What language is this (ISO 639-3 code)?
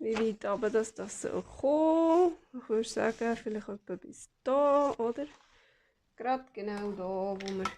gsw